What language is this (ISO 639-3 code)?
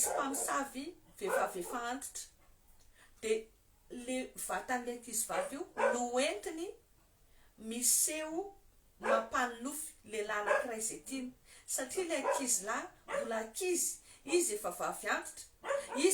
mlg